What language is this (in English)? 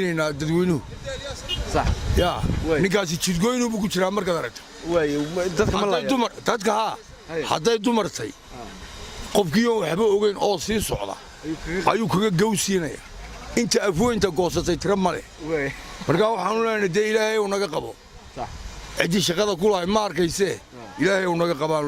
Somali